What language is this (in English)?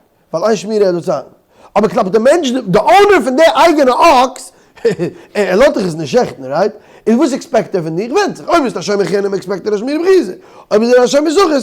Yiddish